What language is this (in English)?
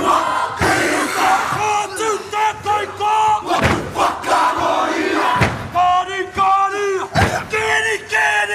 Māori